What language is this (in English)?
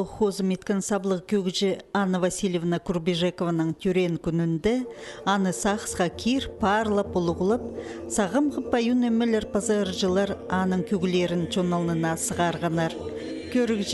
Khakas